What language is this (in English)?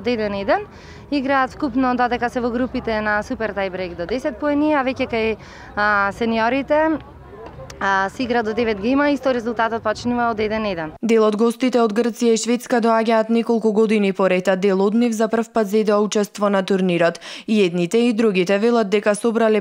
Macedonian